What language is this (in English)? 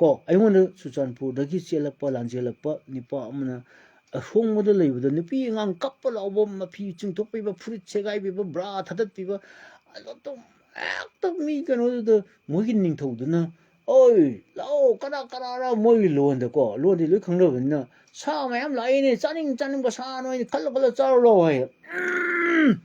Manipuri